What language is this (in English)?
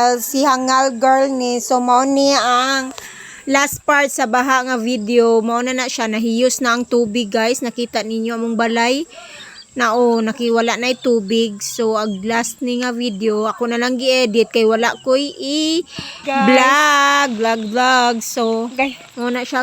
Cebuano